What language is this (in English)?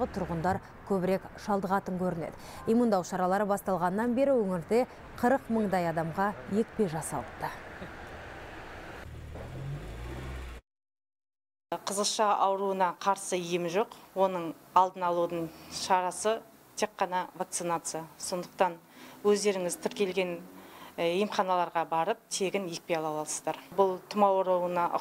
Kazakh